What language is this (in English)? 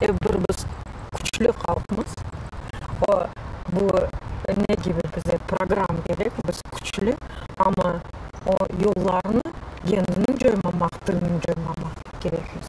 Crimean Tatar